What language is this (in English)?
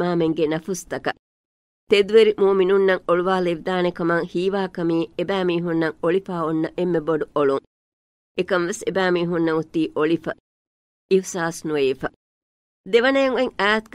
Divehi